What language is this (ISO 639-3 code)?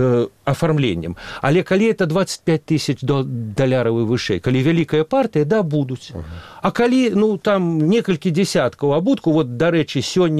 bel